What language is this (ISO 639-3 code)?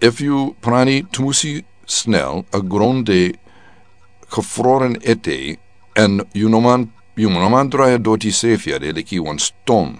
srn